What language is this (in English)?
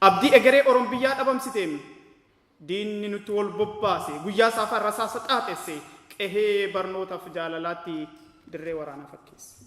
Oromo